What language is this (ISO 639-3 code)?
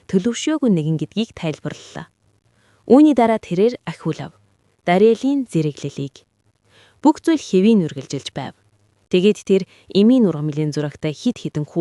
mon